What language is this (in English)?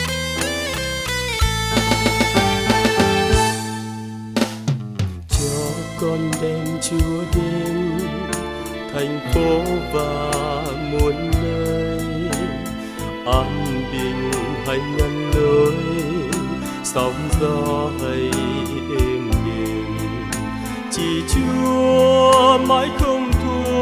Vietnamese